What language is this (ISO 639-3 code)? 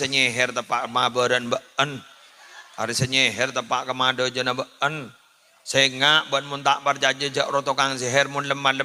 mad